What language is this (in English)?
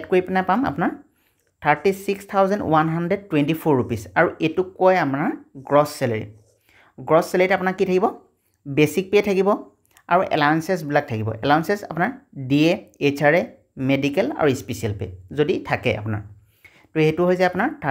Assamese